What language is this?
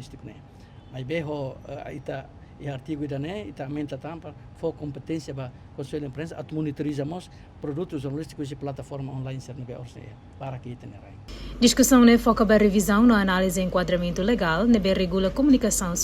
Tetum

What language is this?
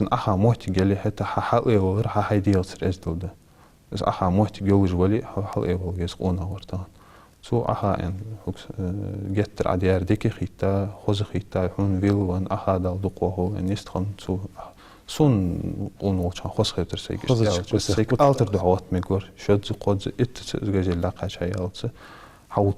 Ingush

